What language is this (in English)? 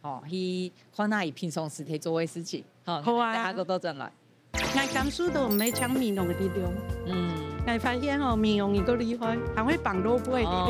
Hakka Chinese